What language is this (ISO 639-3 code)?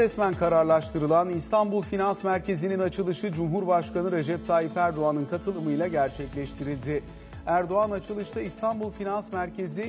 tur